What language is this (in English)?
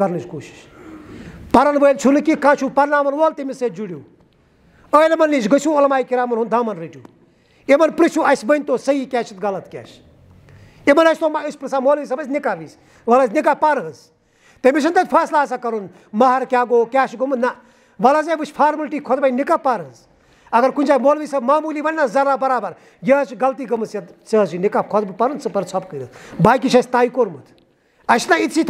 Kashmiri